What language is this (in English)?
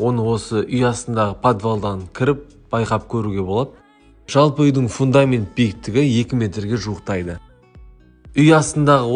Kazakh